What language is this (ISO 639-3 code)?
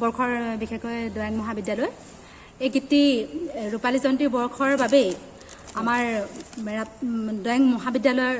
asm